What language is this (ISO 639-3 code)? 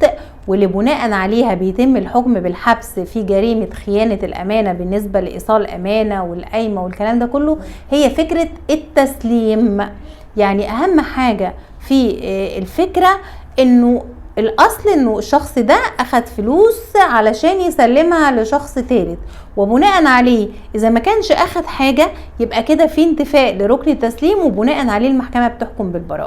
arz